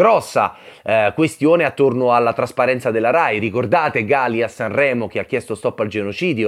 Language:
Italian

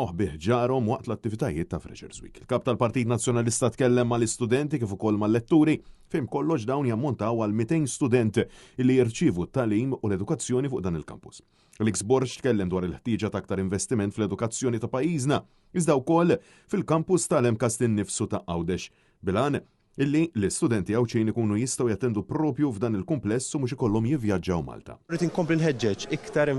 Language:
Maltese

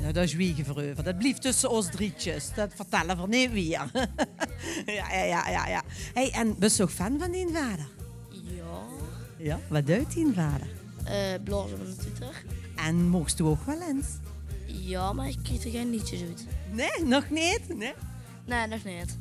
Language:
Limburgish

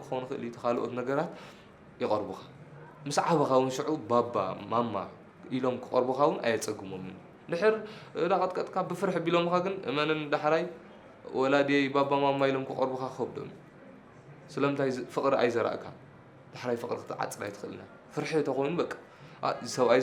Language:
Tigrinya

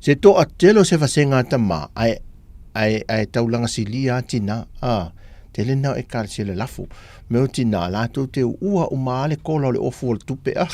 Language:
Samoan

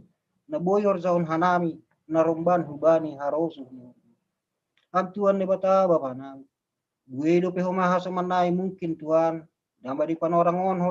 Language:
Batak Simalungun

